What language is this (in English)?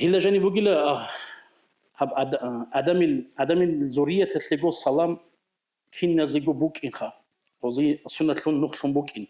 Avaric